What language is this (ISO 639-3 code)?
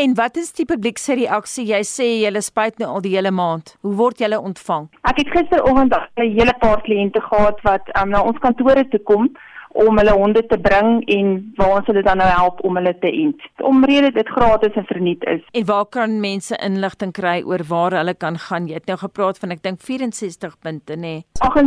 afr